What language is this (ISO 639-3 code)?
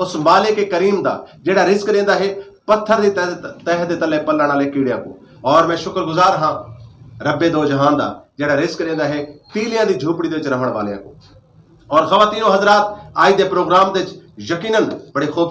skr